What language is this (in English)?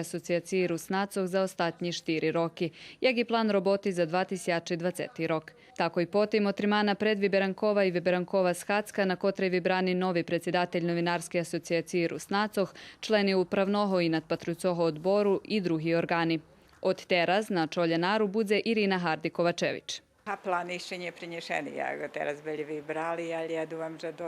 Rusyn